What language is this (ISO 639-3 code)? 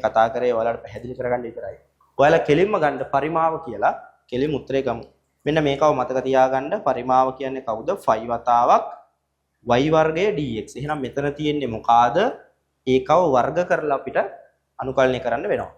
sin